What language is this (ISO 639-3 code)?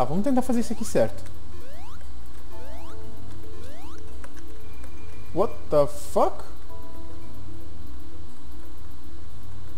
por